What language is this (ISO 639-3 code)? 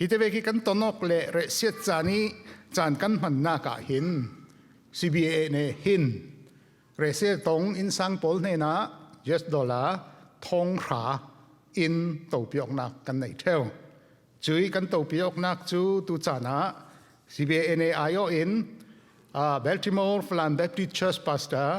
cfm